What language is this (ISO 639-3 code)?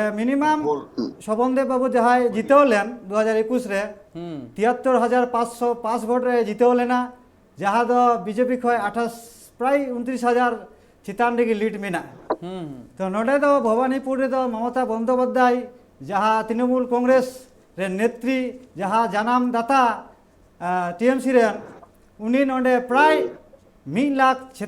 sat